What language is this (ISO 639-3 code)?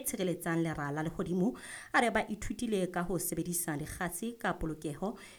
sot